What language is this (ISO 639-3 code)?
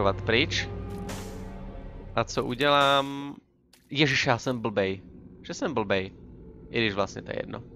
ces